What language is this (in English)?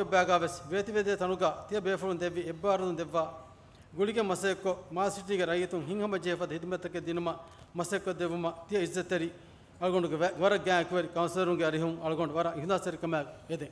Divehi